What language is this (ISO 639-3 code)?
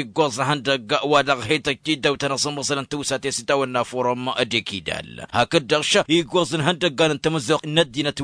taq